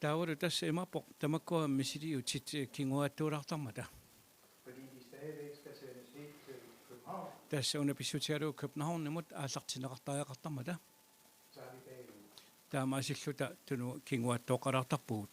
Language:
Kalaallisut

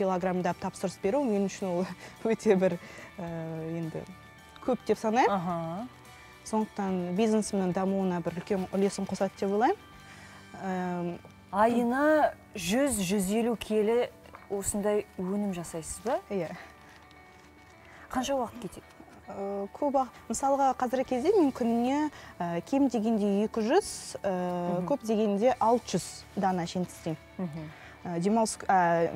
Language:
Kazakh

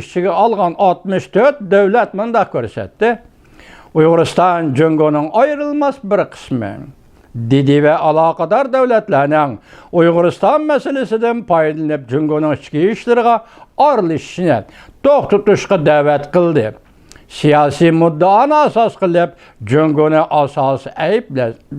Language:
Uyghur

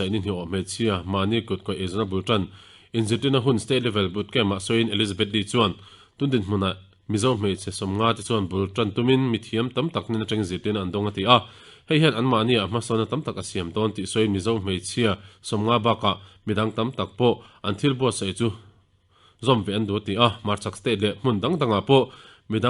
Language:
Mizo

